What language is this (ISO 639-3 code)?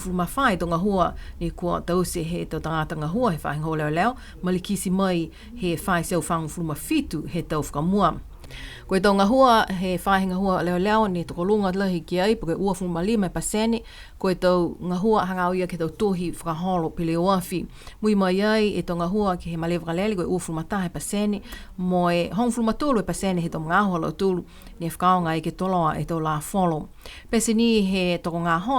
niu